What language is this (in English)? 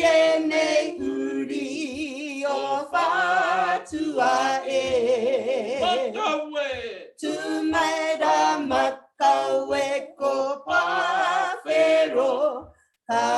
Māori